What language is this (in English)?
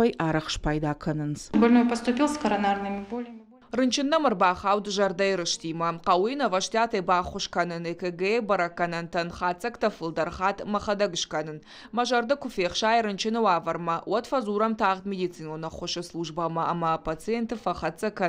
Ossetic